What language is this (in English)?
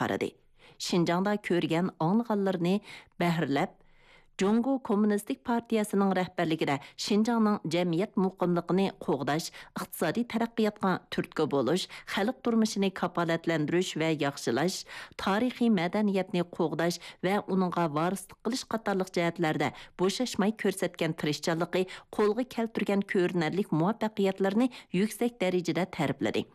Uyghur